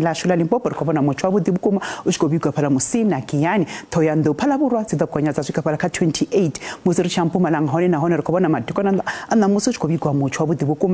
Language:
Venda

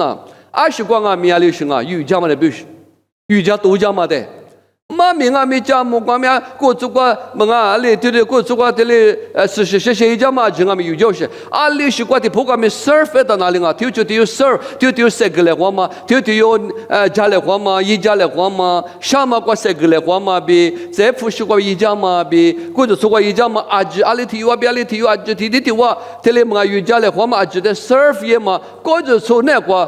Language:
Lisu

